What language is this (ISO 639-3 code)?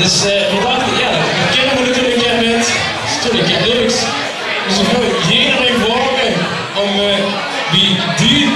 lim